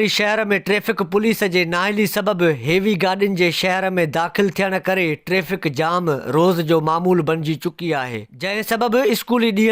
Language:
Sindhi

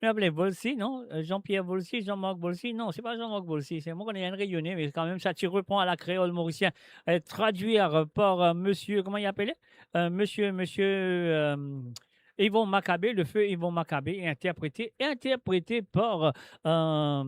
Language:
Morisyen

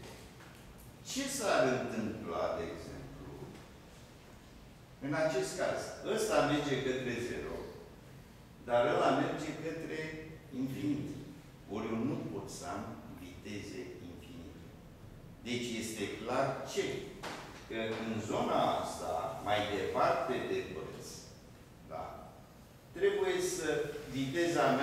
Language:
Romanian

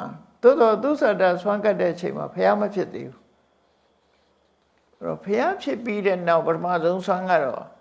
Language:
Burmese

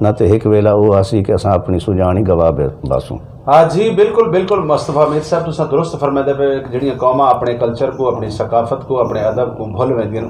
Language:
Saraiki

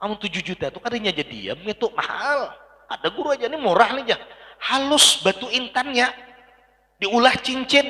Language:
Banjar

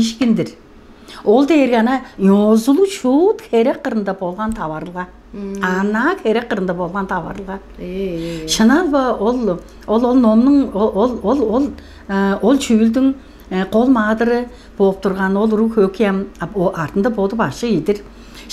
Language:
Tuvinian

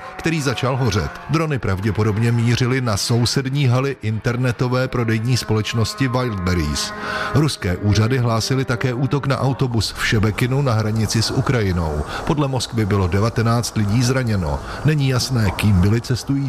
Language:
Czech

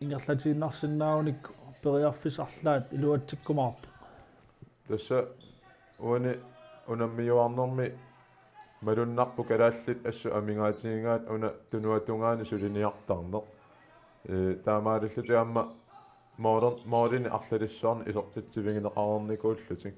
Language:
Kalaallisut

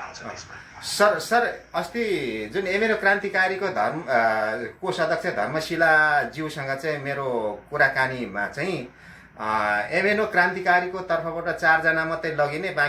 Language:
Nepali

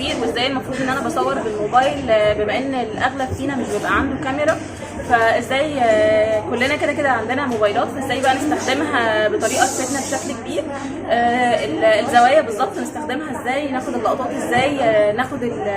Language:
Egyptian Arabic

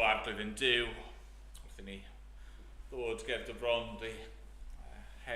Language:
Welsh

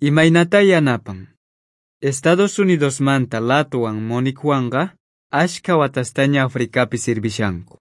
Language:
South Bolivian Quechua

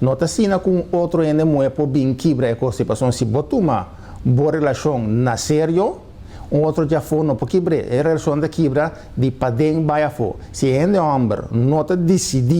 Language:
Papiamento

